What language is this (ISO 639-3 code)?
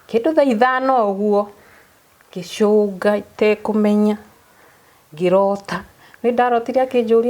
kik